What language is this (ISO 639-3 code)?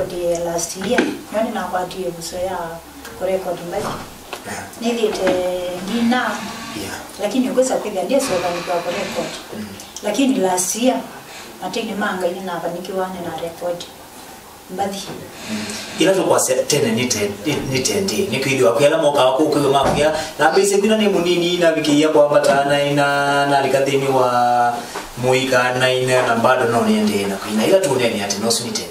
kam